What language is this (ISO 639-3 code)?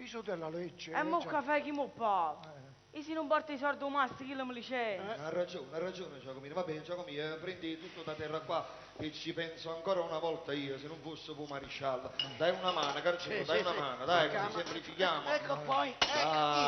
nap